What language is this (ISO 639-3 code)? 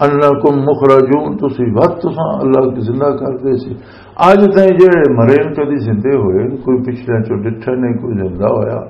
lah